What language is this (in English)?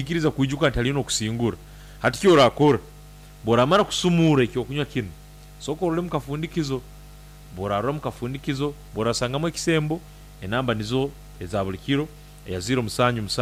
Nyankole